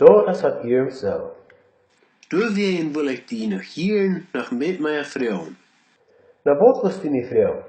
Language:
Plautdietsch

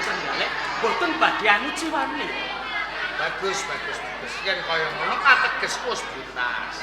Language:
Javanese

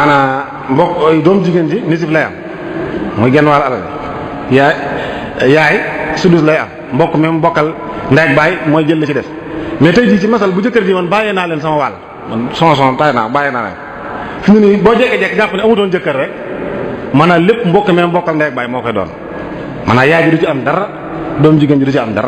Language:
Wolof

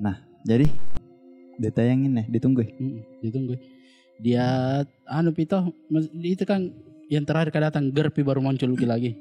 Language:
Makassar Malay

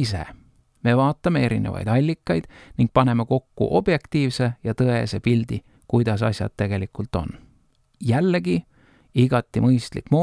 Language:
Estonian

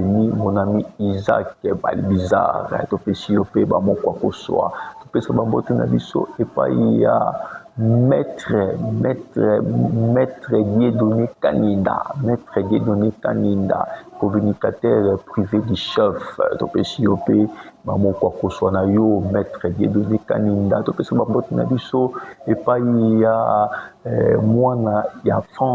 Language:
Lingala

